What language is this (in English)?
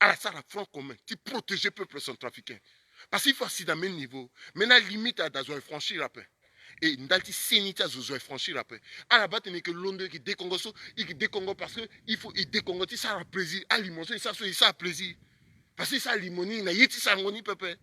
Sango